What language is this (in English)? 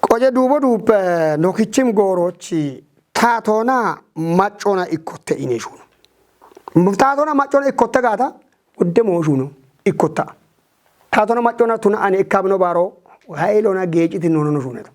Kafa